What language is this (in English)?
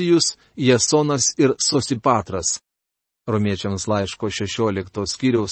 Lithuanian